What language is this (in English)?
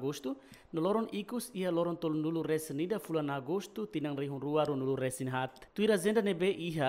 Tetum